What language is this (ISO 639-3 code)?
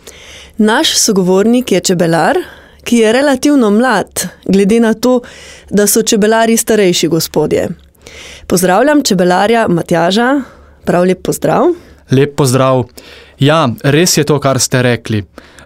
slv